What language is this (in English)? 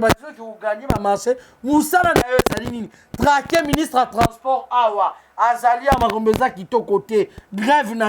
Lingala